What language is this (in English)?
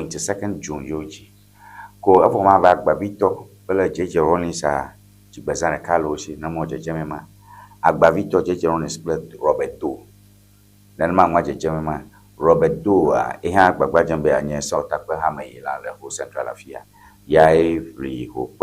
Ewe